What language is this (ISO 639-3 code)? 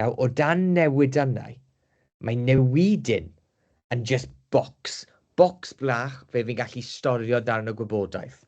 cym